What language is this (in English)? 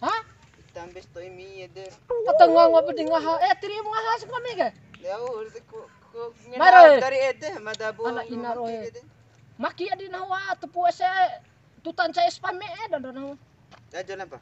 Bima